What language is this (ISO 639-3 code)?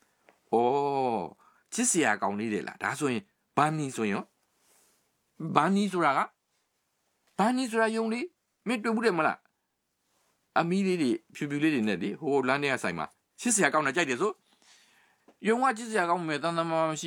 mya